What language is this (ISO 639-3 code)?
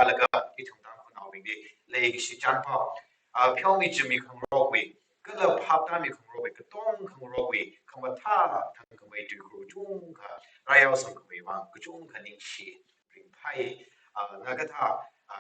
nmf